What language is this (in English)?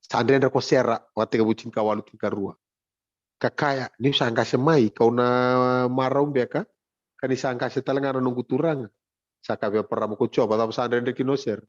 Fijian